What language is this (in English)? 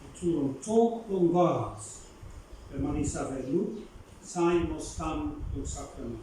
Bislama